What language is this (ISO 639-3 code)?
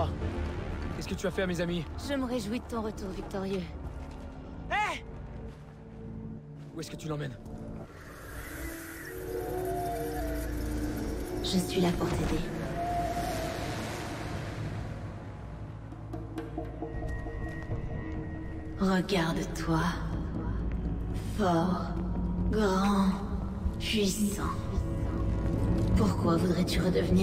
fra